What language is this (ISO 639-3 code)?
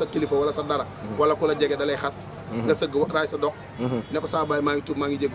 wol